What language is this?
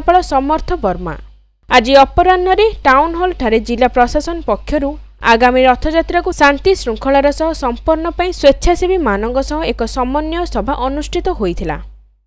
Odia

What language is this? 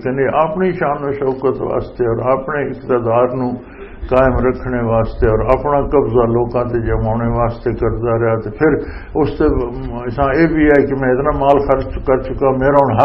Western Panjabi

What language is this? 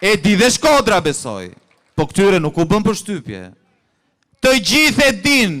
Albanian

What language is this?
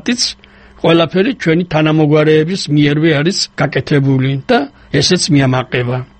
Georgian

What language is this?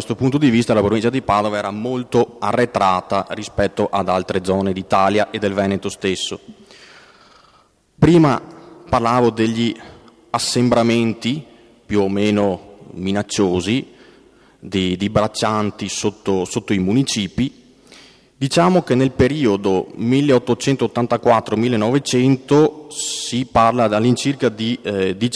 Italian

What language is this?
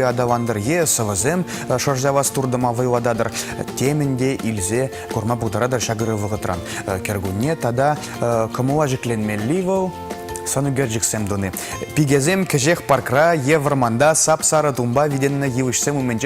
Chuvash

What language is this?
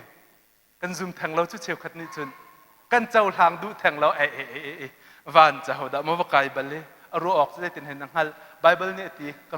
Hakha Chin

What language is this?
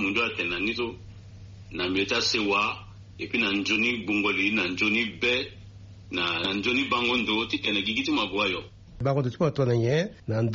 Sango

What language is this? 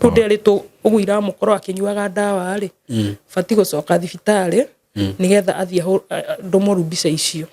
Kikuyu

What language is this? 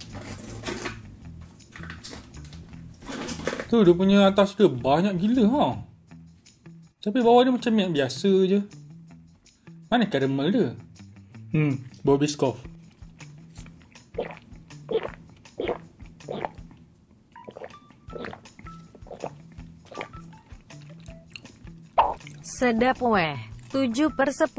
Malay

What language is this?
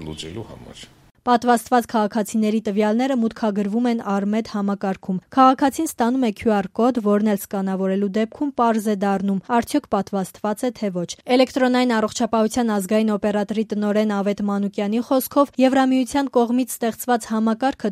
Armenian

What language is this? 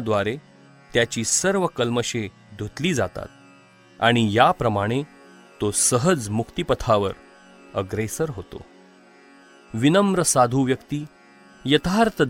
Marathi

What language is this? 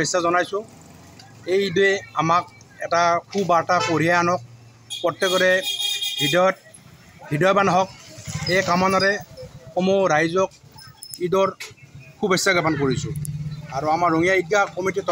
Assamese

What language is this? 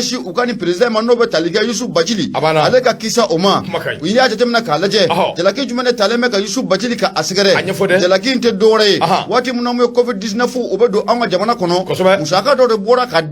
Bambara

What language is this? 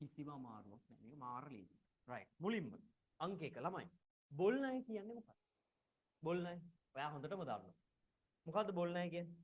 Sinhala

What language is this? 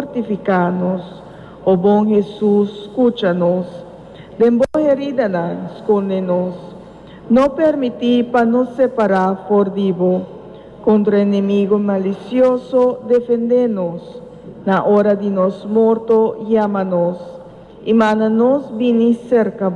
Papiamento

